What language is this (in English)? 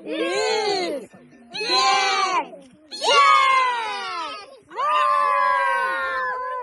Yakut